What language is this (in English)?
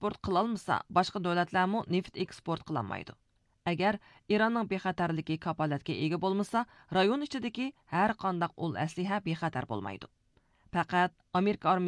Uyghur